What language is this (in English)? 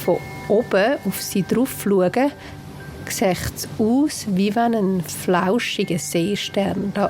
Swiss German